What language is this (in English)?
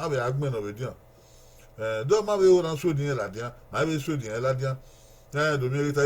Bini